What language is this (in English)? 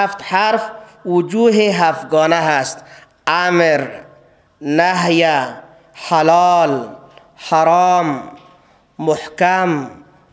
Persian